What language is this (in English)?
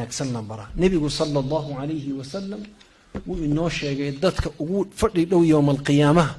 Somali